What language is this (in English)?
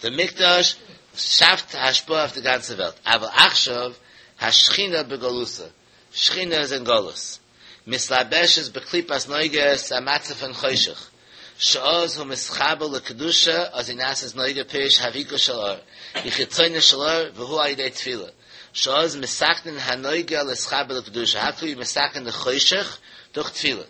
Yiddish